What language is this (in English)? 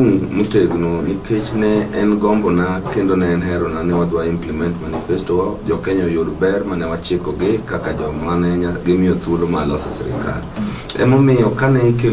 Luo (Kenya and Tanzania)